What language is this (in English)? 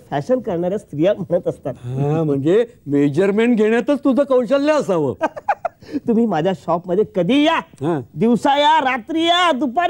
Marathi